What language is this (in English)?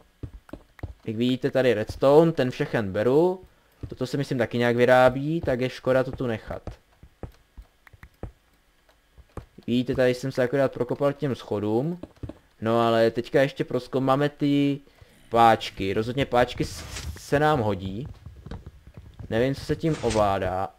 Czech